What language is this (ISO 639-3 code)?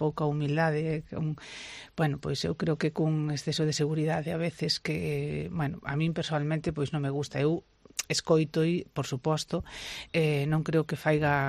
glg